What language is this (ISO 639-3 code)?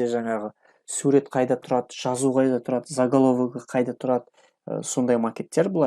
kaz